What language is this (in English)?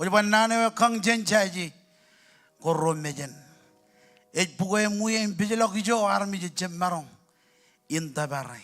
Marshallese